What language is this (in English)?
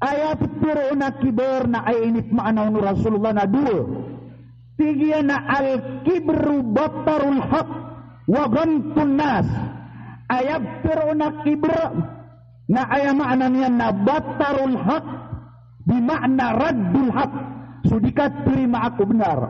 Maranao